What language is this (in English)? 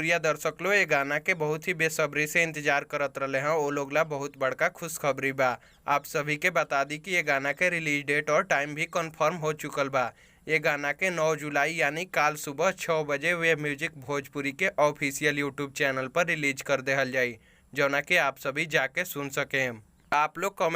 Bhojpuri